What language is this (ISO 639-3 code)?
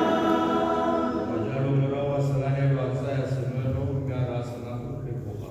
tsn